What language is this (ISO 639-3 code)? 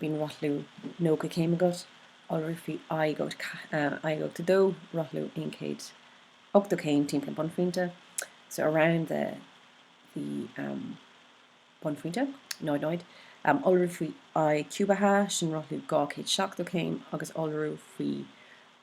gle